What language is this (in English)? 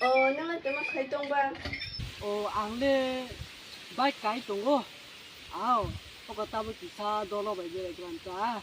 Kok Borok